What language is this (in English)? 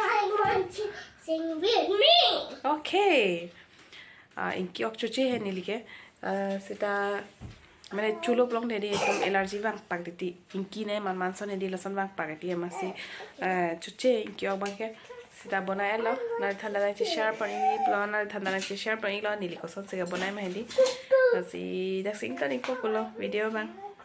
Karbi